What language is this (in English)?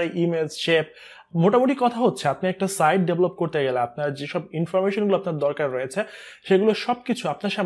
Bangla